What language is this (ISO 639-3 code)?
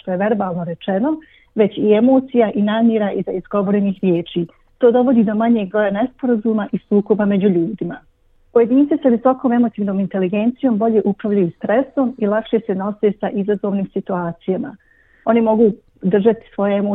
bos